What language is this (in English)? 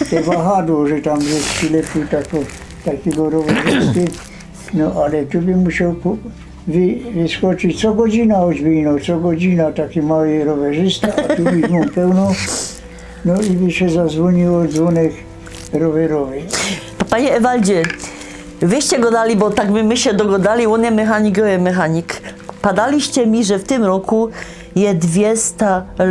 Silesian